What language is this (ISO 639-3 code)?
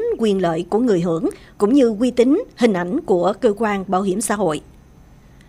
vie